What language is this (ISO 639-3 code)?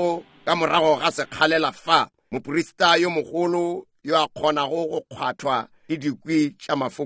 nso